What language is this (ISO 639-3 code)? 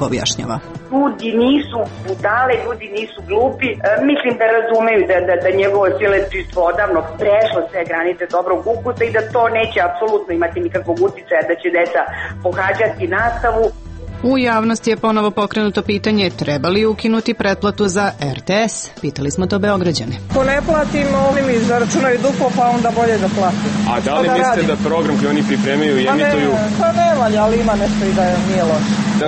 srp